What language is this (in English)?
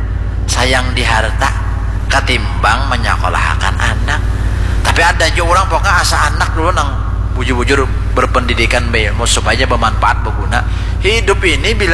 Banjar